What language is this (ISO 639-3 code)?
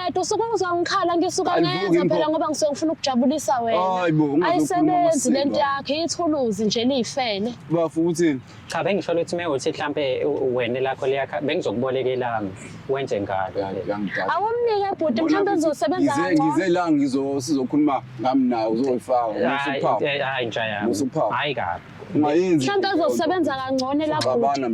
zul